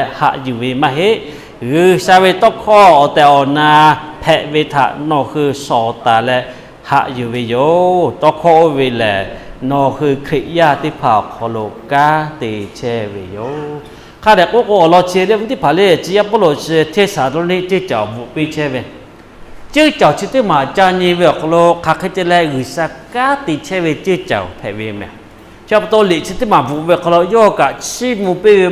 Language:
Lahu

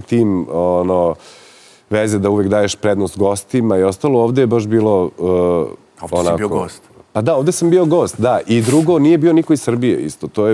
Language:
Serbian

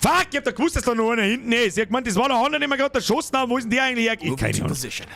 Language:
Bavarian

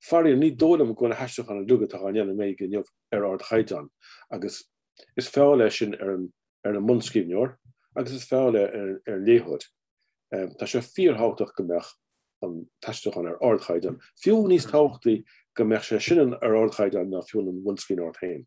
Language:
Irish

